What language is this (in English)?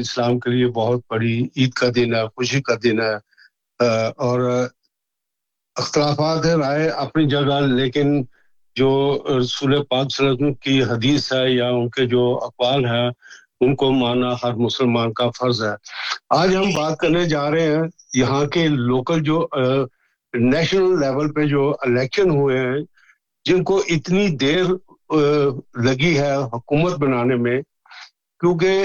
Urdu